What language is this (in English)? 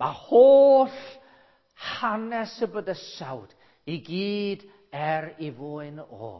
Welsh